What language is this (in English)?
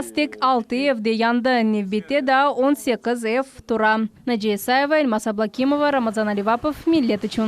Crimean Tatar